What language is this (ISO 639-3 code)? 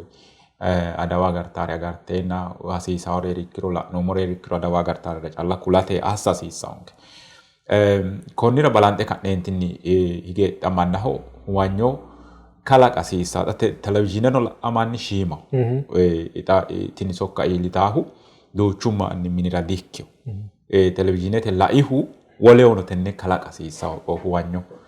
sid